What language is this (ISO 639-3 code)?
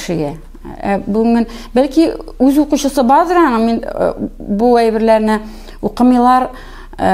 tat